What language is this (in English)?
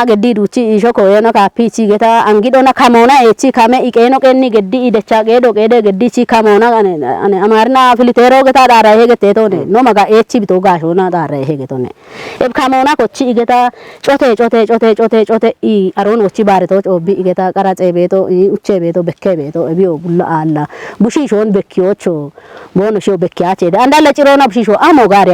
Kafa